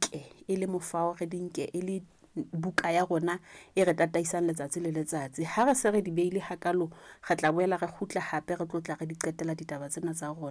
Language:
Southern Sotho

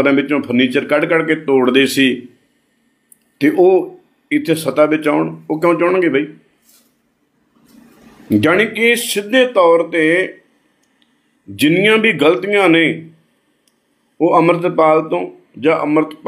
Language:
Punjabi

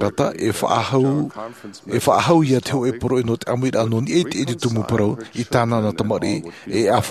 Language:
Tahitian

